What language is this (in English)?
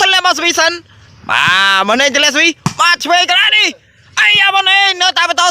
Khmer